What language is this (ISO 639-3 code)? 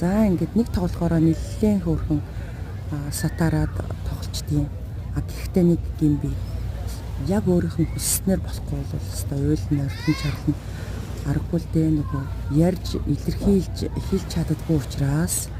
mon